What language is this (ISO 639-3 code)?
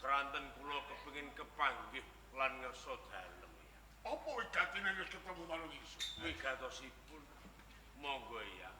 jav